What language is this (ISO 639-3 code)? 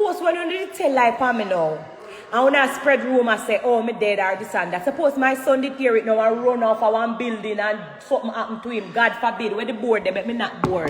jam